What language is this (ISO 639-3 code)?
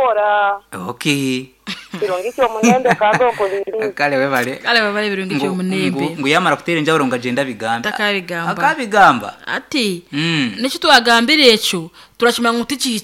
nyn